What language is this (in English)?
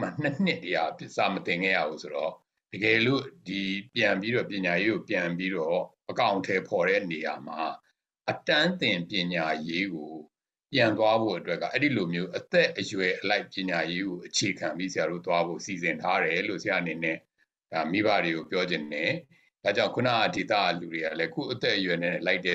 Burmese